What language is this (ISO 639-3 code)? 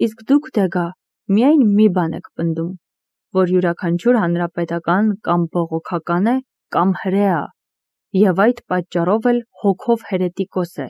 hye